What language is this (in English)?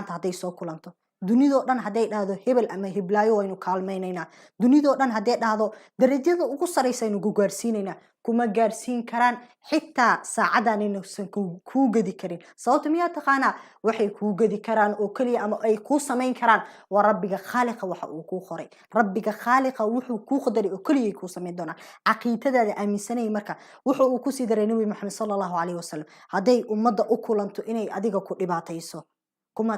Somali